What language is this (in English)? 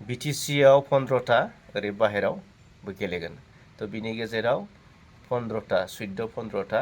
Bodo